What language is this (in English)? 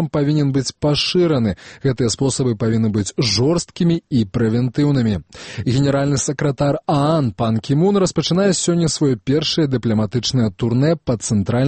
Belarusian